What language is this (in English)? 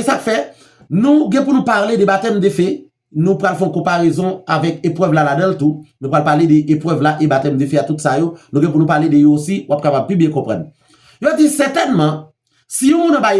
Haitian Creole